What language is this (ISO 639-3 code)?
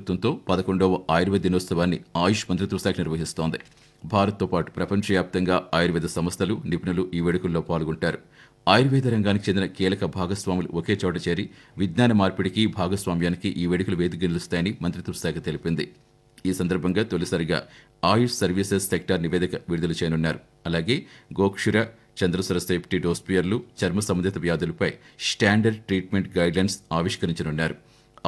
tel